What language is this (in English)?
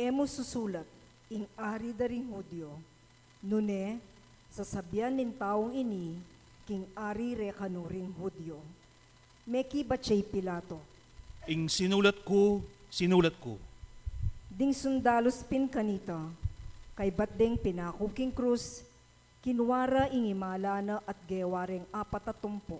Pampanga